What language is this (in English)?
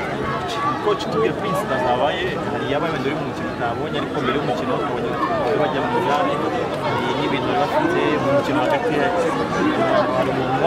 Kinyarwanda